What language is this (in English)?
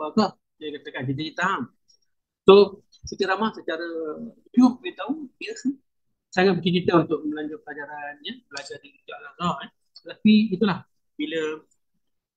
Malay